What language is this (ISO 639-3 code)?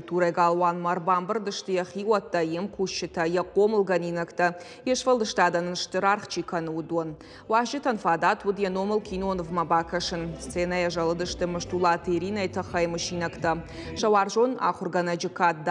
oss